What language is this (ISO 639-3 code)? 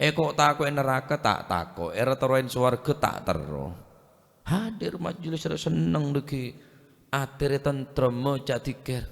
mad